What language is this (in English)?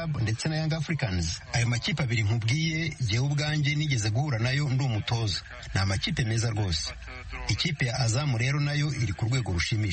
Kinyarwanda